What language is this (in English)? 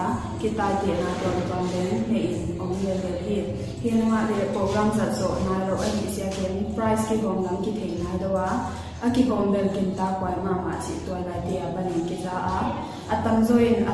Paite Chin